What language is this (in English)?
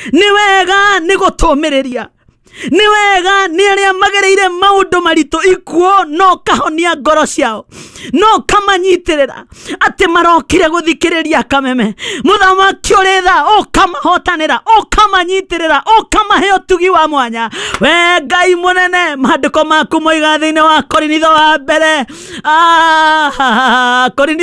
Kikuyu